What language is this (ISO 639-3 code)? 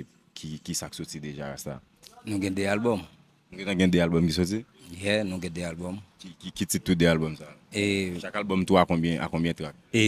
hat